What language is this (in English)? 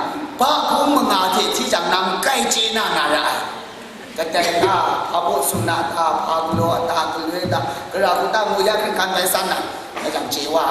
Kachin